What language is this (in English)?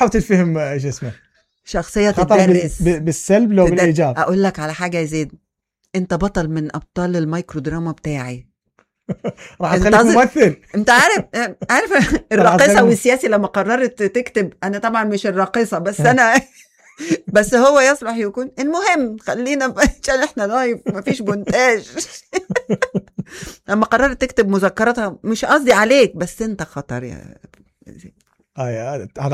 Mesopotamian Arabic